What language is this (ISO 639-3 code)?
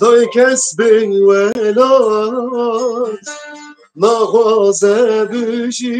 kur